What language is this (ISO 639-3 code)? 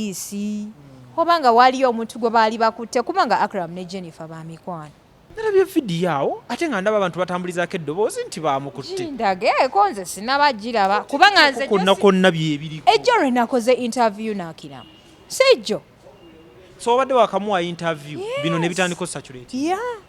lug